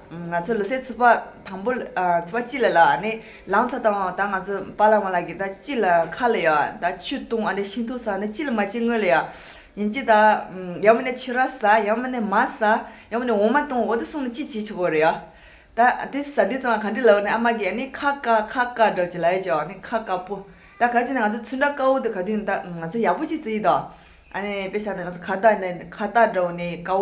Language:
Tibetan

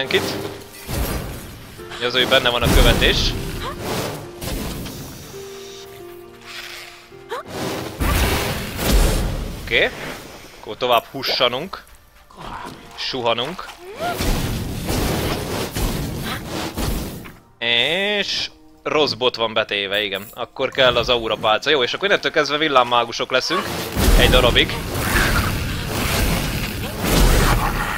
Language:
Hungarian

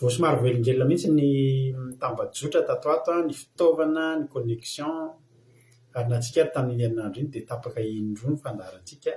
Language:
Malagasy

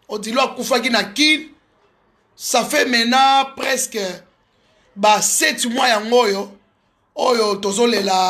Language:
Lingala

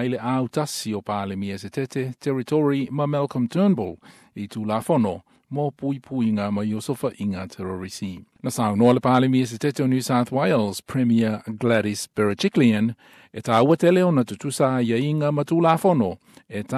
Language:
Samoan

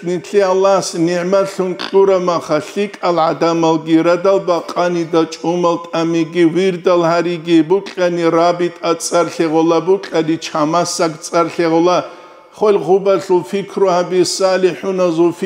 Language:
Avaric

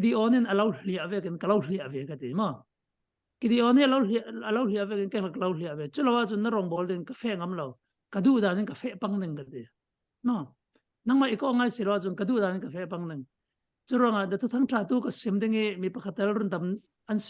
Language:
Falam Chin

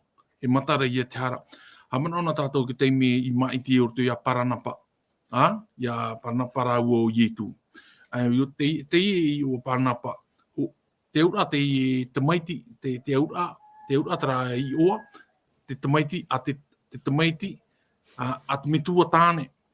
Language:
Tahitian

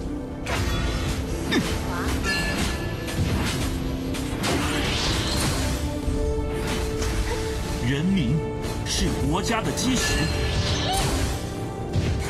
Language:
Chinese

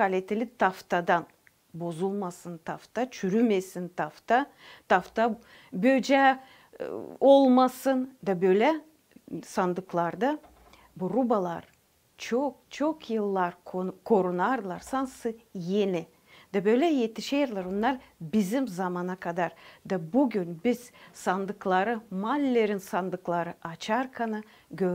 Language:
Gagauz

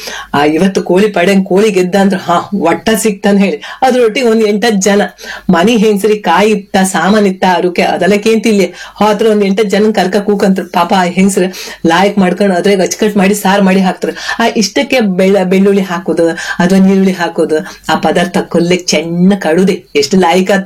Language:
Kannada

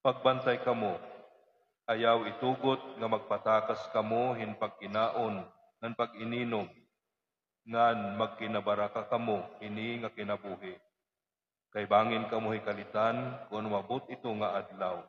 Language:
Waray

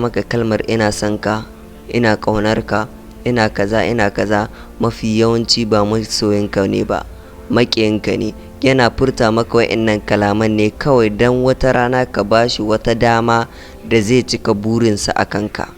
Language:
Hausa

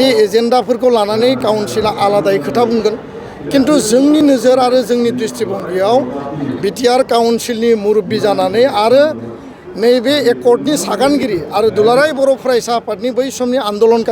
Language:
Bodo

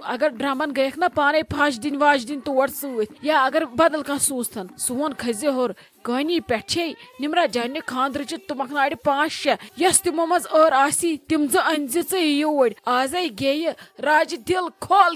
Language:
Kashmiri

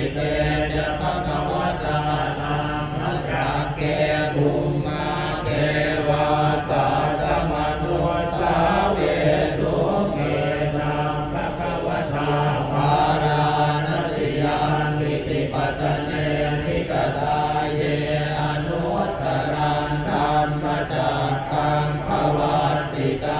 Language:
Pali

